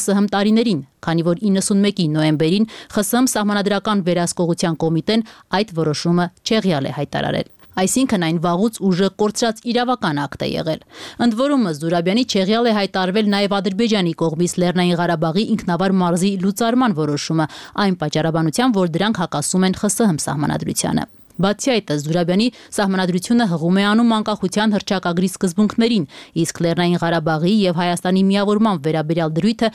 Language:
Armenian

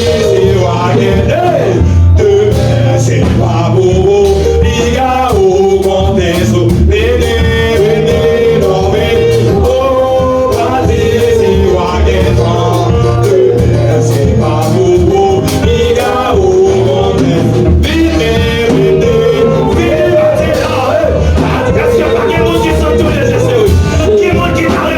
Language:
Haitian Creole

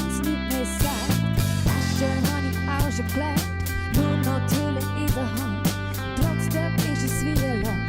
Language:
Swiss German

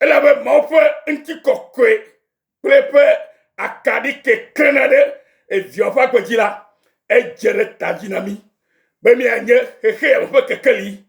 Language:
Ewe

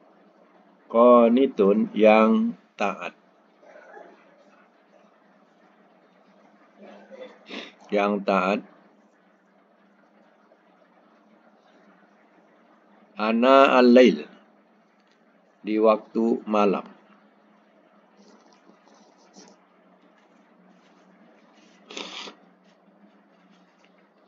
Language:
Malay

